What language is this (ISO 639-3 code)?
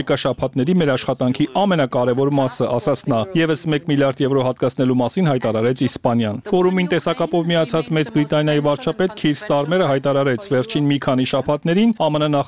hye